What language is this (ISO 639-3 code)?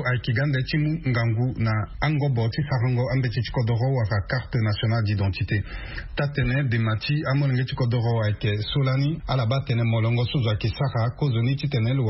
sag